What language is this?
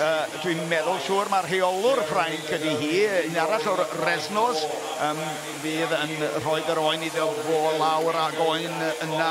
Welsh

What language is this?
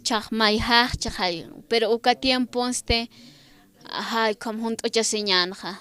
Aymara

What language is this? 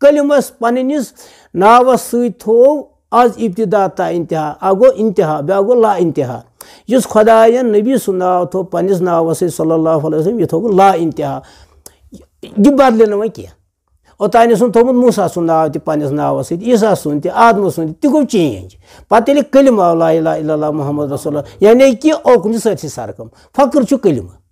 Kashmiri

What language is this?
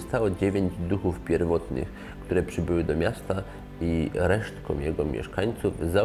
Polish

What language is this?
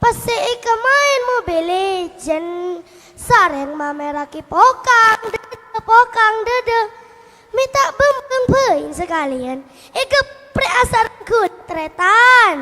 Madurese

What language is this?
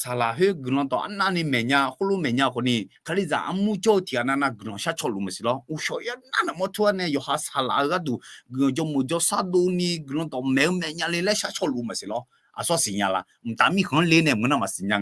Akha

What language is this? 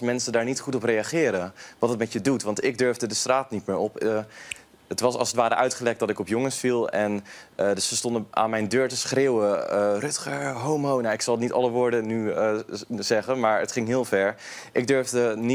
Dutch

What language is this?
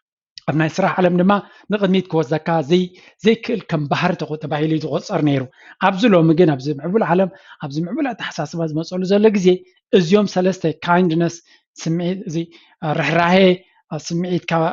Tigrinya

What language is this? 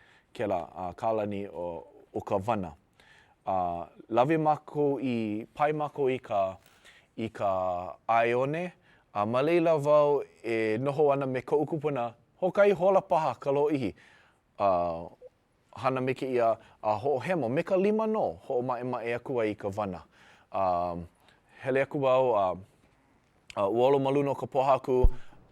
Hawaiian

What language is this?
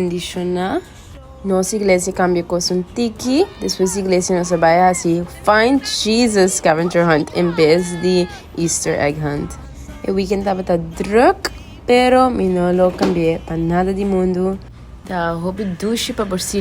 Papiamento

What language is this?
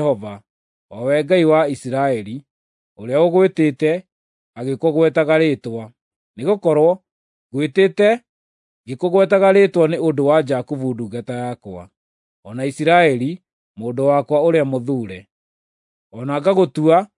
Kikuyu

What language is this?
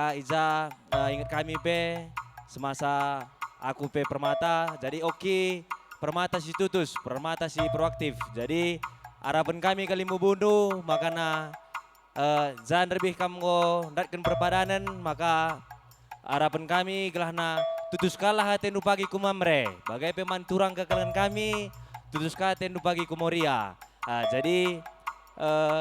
Batak Karo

